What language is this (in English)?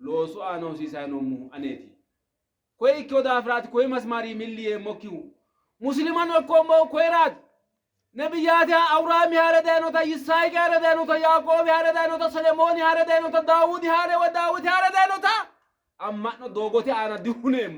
Sidamo